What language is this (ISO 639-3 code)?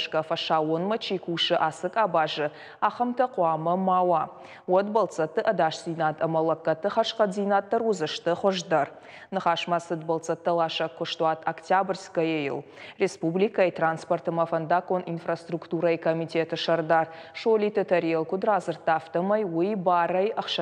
oss